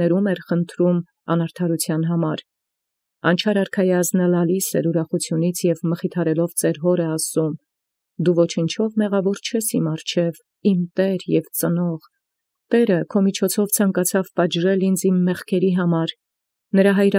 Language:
Armenian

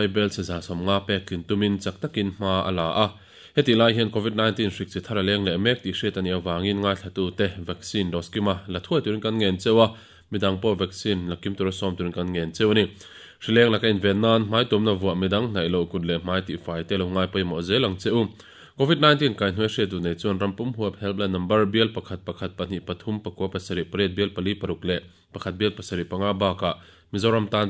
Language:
Mizo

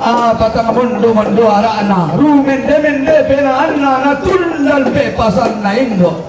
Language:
Toraja-Sa'dan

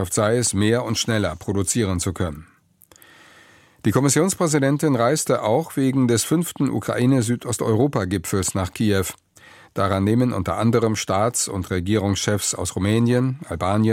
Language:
German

